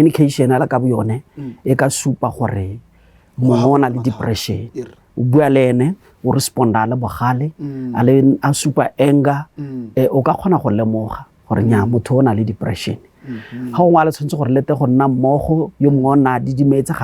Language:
Tswana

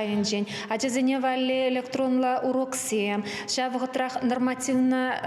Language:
Chuvash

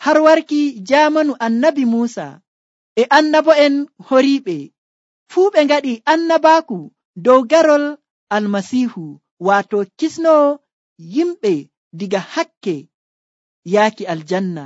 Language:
Nigerian Fulfulde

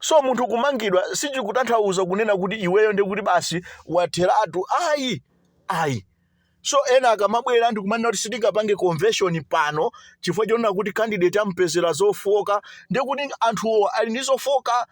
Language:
Nyanja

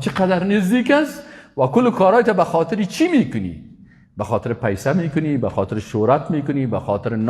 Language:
Persian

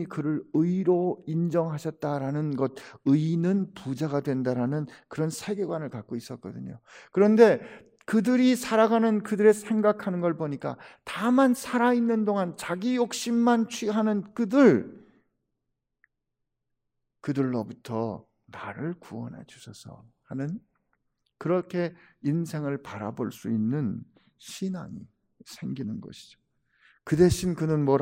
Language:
Korean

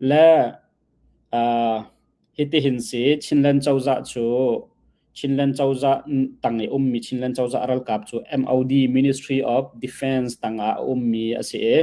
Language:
Hakha Chin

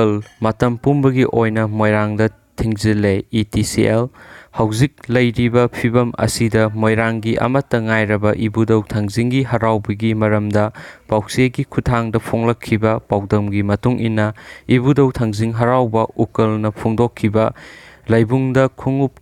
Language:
Manipuri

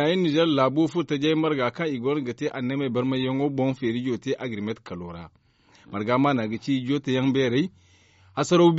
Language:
Zarma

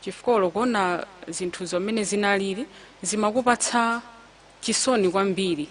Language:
Nyanja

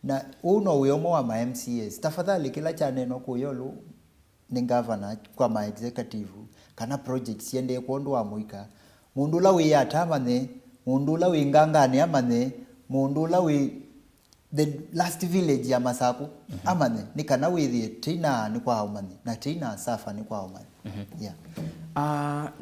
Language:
Kamba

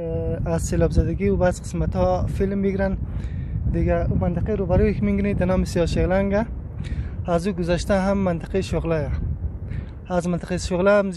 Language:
Hazaragi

